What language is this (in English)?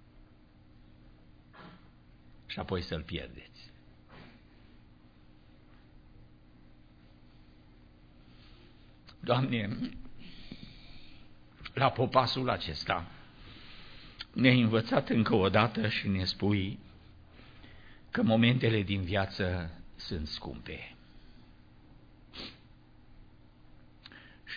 Romanian